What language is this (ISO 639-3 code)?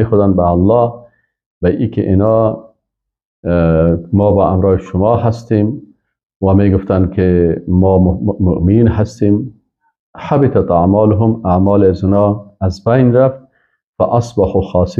fas